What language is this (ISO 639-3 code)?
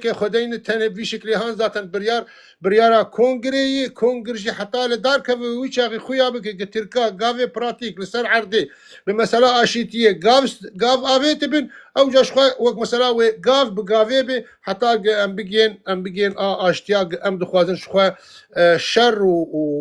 kur